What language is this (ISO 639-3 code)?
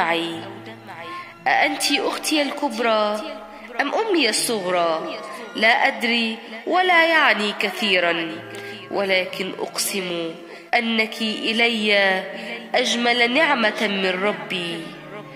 ara